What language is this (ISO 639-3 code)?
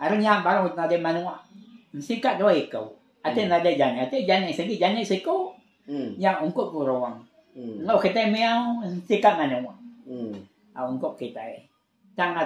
iba